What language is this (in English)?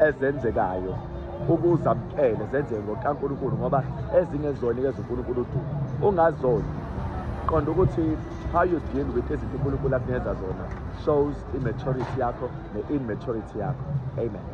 Zulu